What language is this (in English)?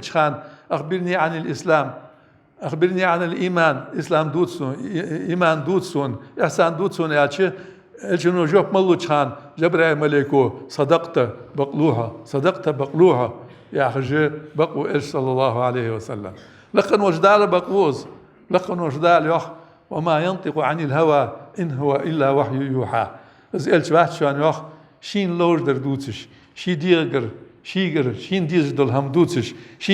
Ingush